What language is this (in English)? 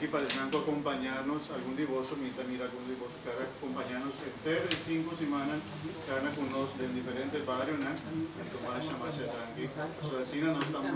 Papiamento